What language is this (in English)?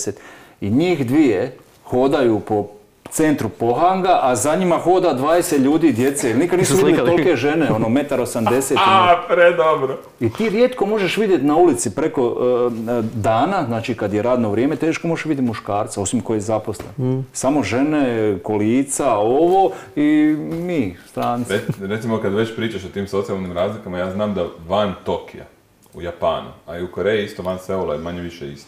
Croatian